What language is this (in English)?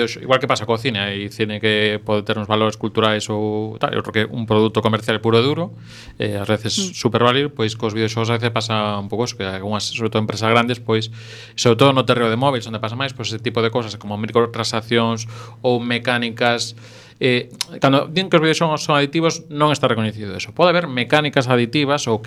Galician